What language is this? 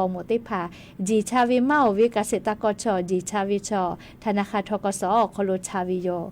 Lahu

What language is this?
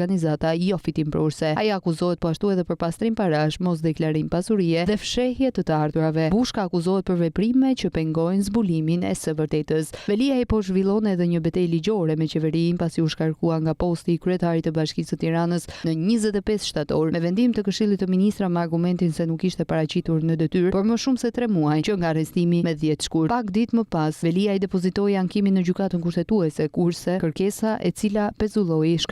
Albanian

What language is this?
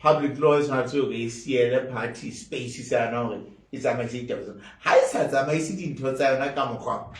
Southern Sotho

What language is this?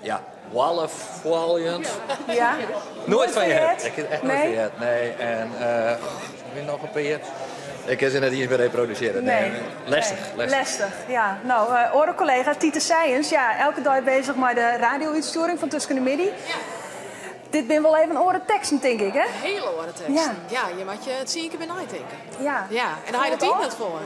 Western Frisian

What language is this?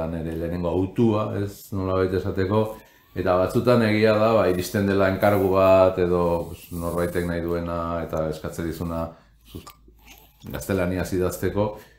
Basque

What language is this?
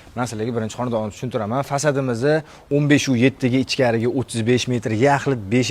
Uzbek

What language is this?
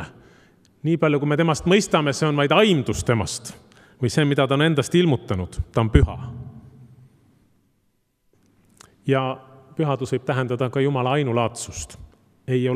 Estonian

